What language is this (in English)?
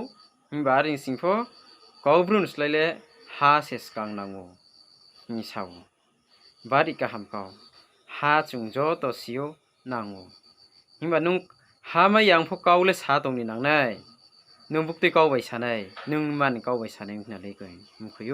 Riang (India)